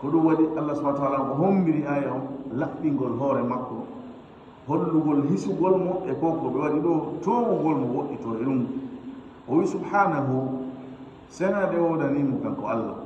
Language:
Fula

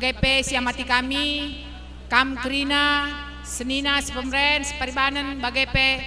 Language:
Batak Karo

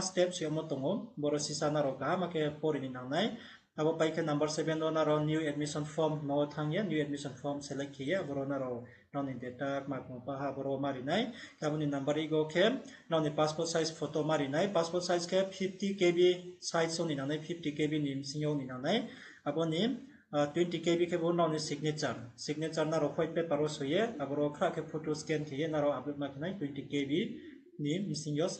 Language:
Riang (India)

